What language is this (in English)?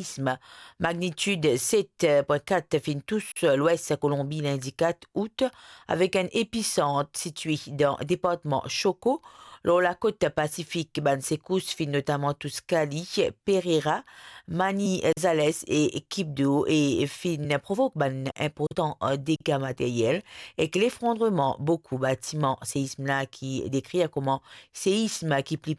Morisyen